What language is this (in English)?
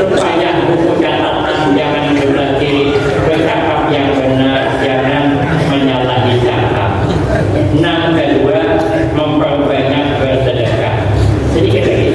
Banjar